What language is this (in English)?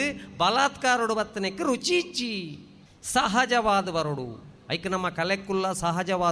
Tulu